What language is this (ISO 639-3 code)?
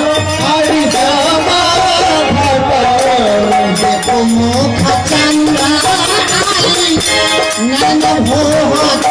mai